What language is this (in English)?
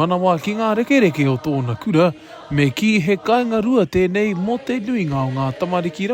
Māori